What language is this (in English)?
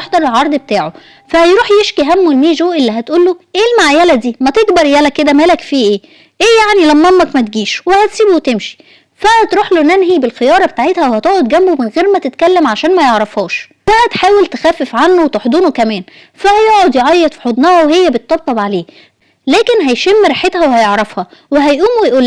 Egyptian Arabic